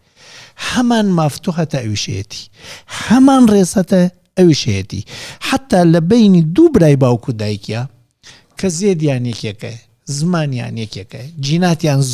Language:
Central Kurdish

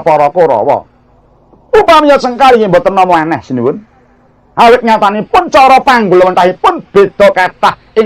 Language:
Javanese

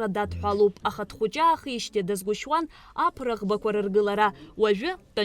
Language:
Abkhazian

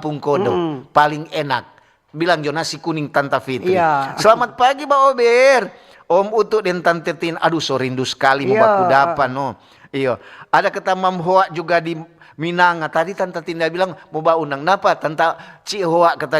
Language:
Manado Malay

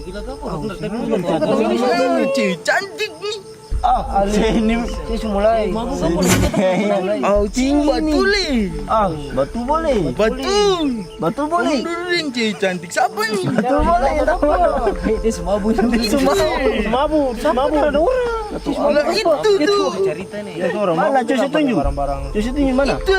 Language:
Ambonese Malay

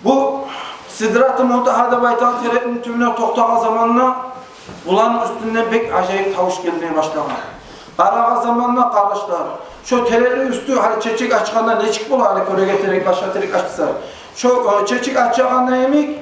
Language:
Kumyk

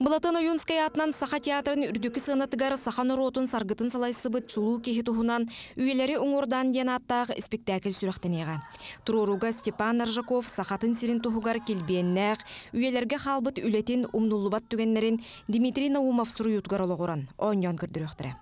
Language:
Yakut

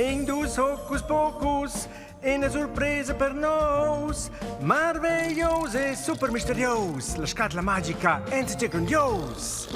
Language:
Romansh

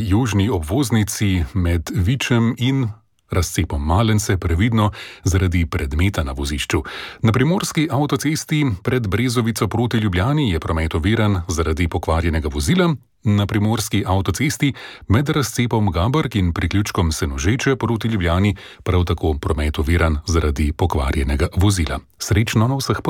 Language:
Slovenian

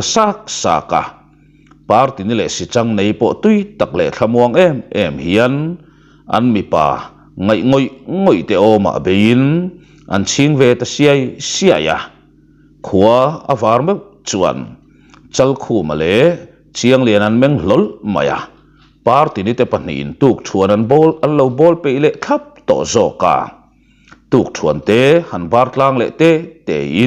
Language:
Mizo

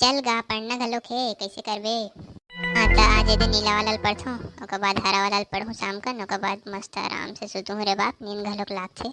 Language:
Chhattisgarhi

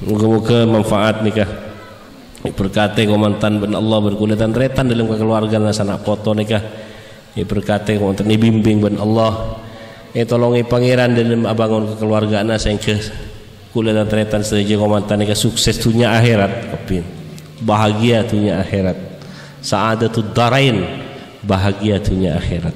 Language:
Madurese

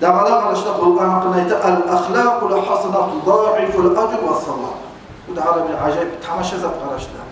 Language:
Kumyk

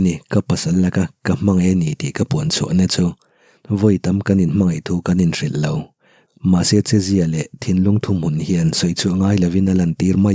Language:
Mizo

